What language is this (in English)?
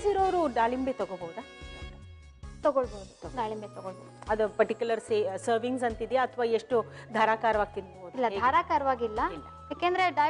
Kannada